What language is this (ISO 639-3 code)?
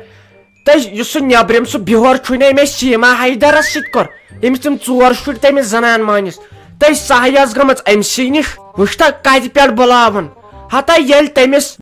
kas